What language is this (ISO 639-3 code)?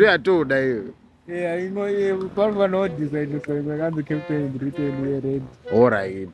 sna